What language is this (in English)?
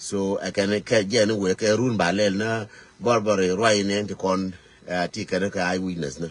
Nuer